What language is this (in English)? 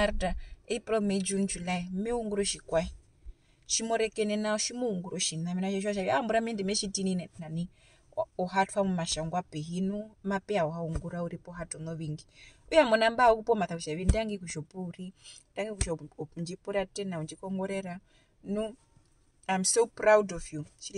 Herero